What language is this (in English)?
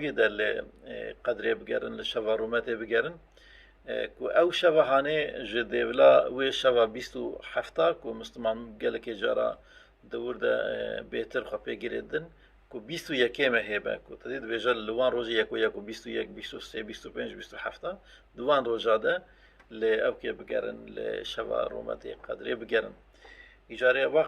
Kurdish